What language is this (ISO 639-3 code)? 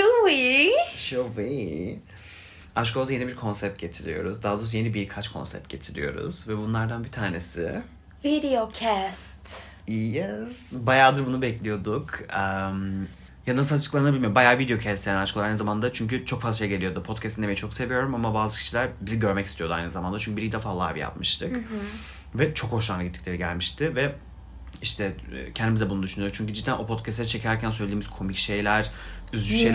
tur